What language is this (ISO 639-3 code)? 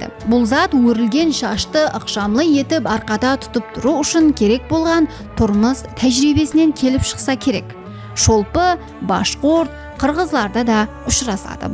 kaa